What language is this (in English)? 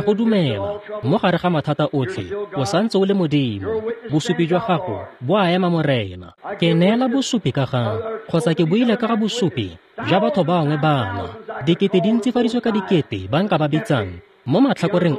Tswana